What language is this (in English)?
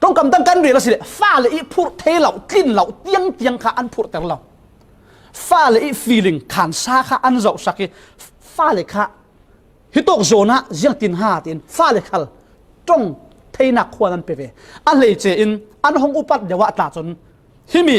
Falam Chin